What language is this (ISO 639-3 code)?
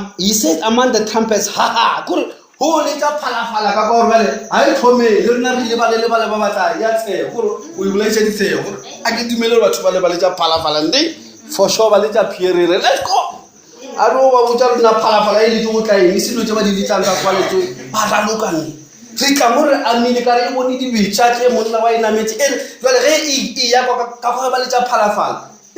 nso